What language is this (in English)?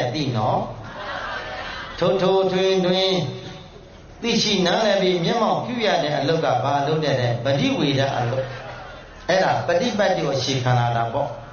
Burmese